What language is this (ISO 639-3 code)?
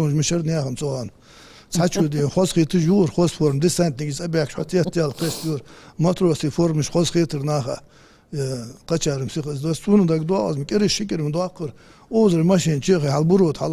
inh